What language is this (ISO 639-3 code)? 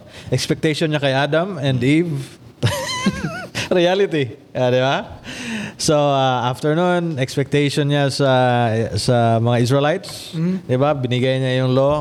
fil